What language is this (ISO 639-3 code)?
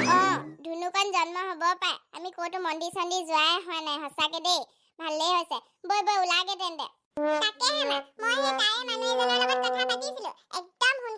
asm